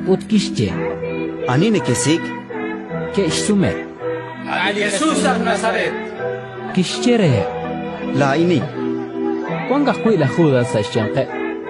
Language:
Kekchí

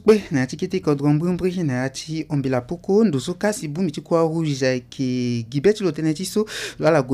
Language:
Sango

